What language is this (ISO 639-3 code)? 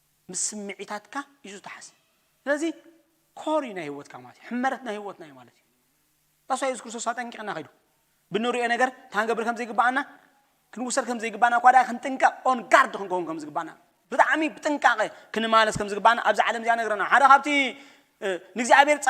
tir